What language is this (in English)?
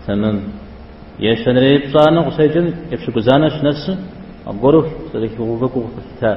Kabardian